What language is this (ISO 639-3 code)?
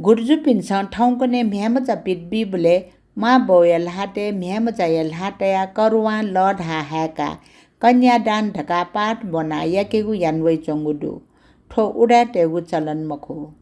new